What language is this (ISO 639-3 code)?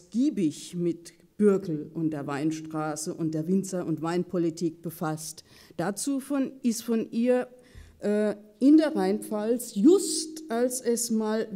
deu